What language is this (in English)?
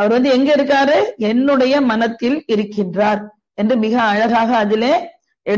Tamil